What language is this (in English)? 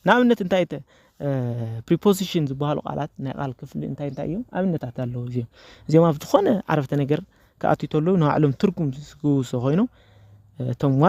Tigrinya